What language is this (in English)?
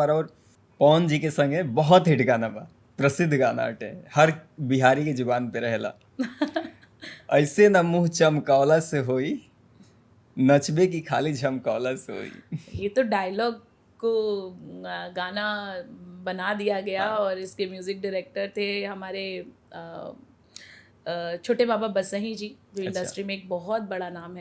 Bhojpuri